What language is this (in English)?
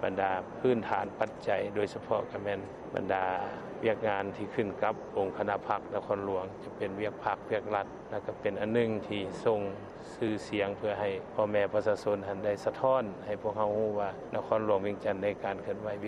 Lao